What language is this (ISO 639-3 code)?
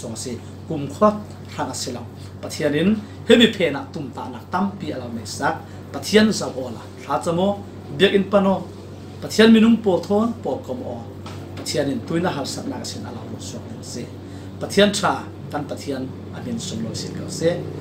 cfm